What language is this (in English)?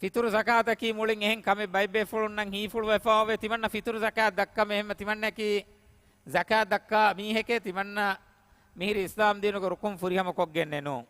Divehi